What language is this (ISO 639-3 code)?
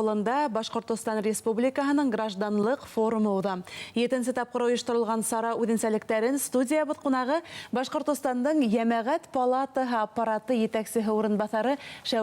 bak